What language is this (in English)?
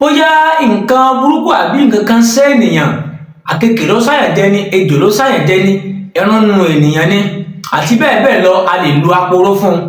Yoruba